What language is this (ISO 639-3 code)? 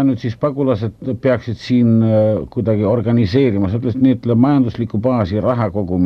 est